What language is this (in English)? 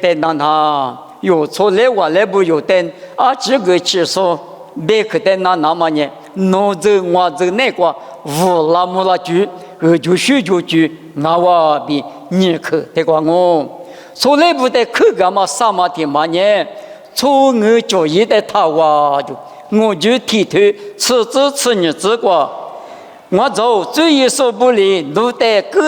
Lisu